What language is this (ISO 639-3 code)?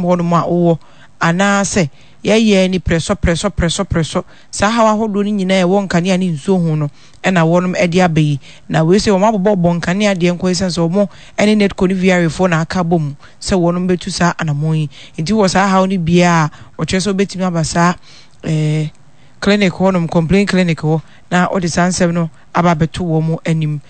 aka